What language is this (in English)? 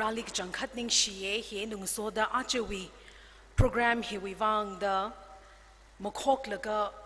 Tangkhul Naga (India)